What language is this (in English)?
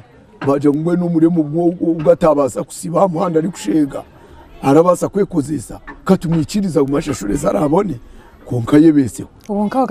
Nyankole